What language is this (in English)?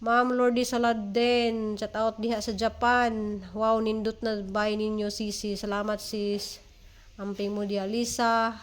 Cebuano